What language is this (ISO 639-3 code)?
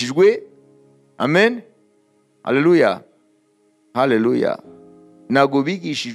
kin